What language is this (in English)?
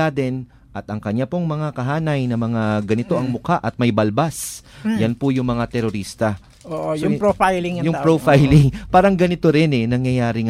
Filipino